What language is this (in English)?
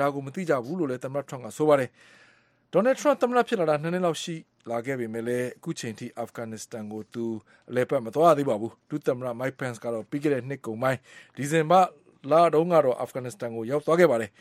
Burmese